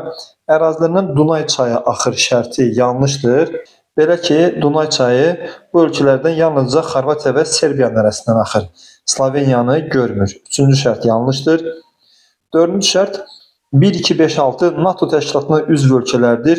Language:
Azerbaijani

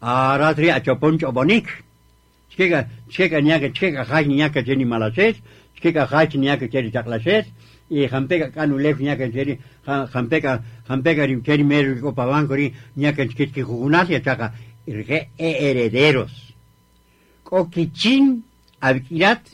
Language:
Kaqchikel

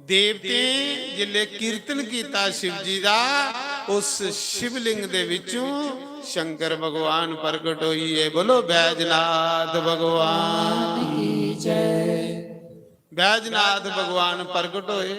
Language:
Dogri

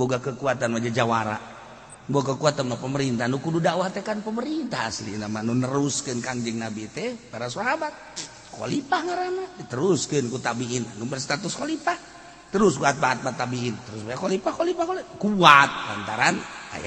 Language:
Sundanese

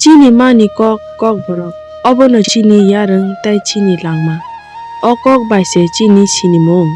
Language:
Kok Borok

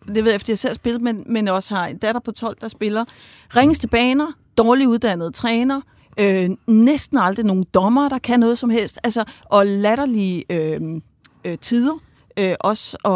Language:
Danish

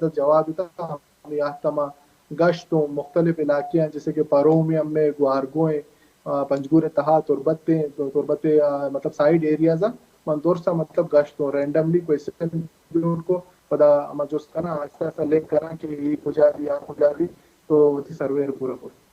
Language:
Baluchi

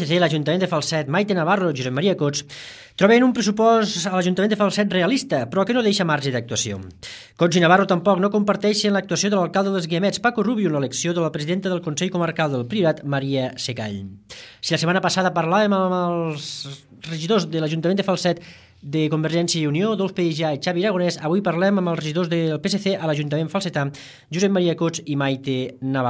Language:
Catalan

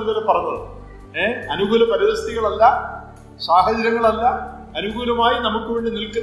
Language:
Malayalam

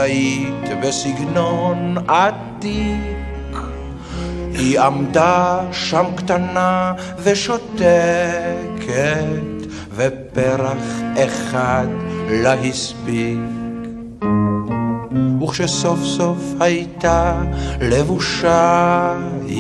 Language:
Hebrew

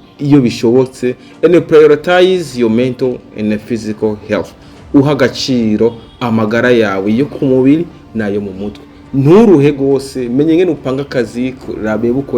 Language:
Rundi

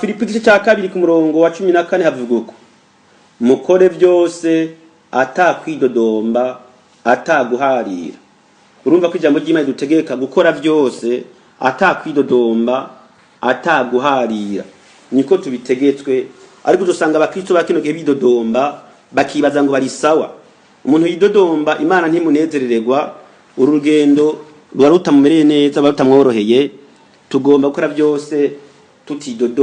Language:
Rundi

